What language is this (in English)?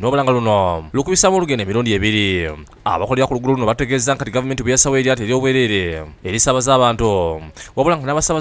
Ganda